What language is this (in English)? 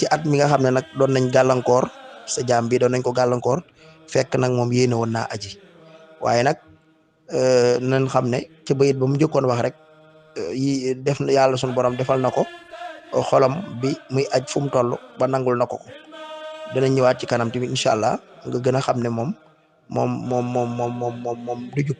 Wolof